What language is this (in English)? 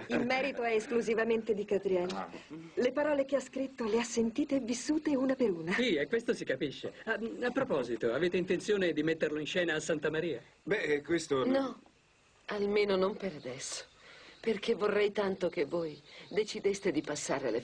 Italian